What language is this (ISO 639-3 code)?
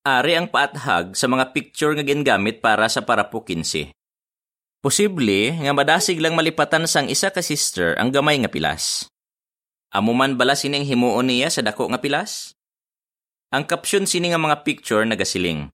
hil